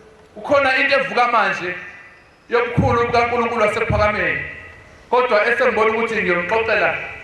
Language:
Zulu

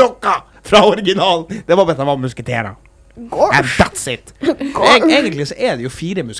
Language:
Norwegian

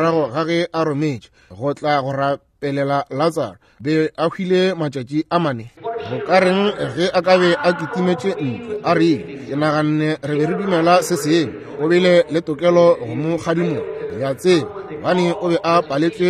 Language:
Northern Sotho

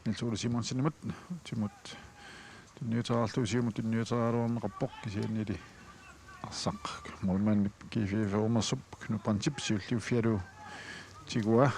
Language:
Kalaallisut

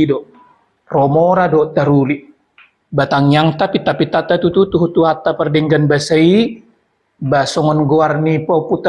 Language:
Batak Toba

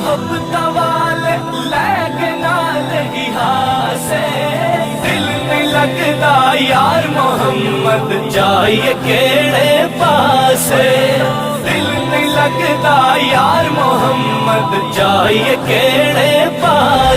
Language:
Pahari-Potwari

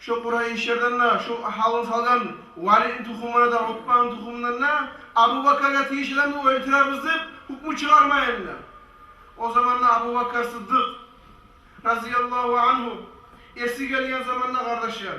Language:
Kumyk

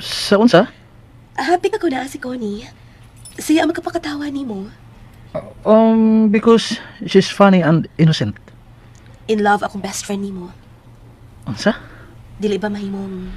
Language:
Cebuano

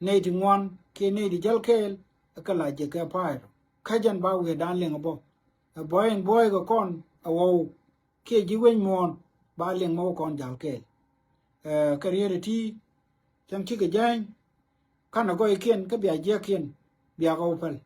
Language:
Nuer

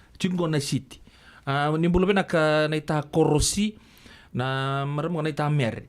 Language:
Fijian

